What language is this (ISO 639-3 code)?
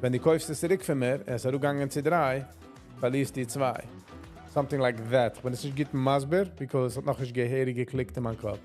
yid